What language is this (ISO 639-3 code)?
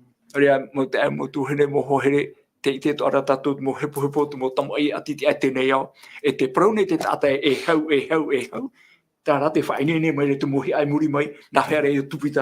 tah